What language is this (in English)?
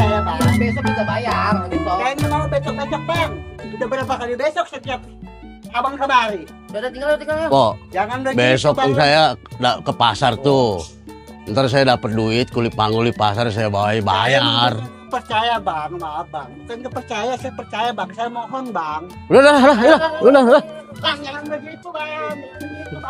Betawi